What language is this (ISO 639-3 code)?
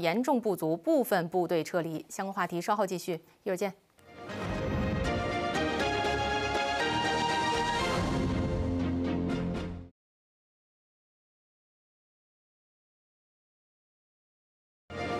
zho